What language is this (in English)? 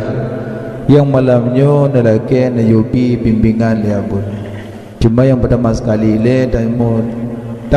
Achinese